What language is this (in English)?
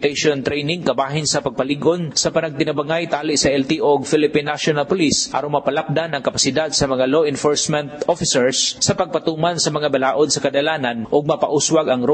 Cebuano